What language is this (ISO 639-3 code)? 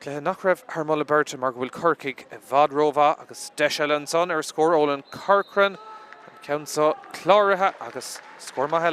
gle